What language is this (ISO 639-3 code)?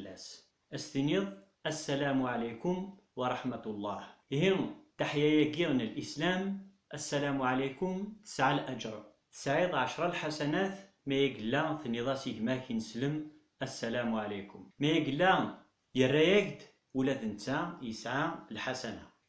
kab